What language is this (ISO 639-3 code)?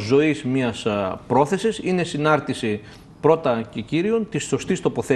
ell